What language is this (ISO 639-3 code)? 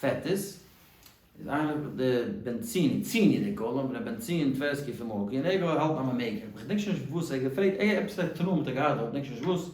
yid